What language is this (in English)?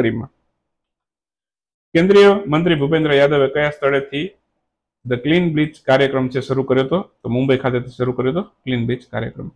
Gujarati